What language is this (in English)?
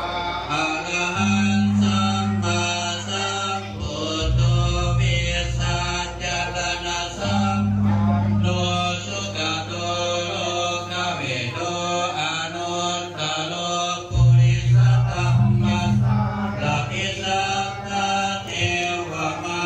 Pali